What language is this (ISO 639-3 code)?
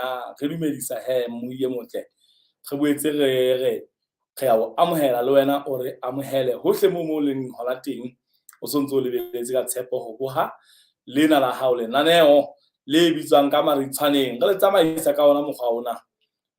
sot